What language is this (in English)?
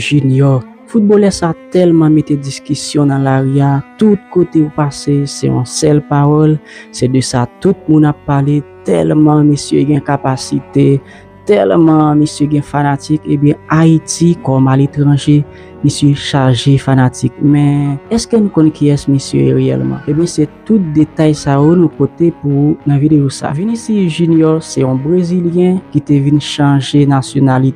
Haitian Creole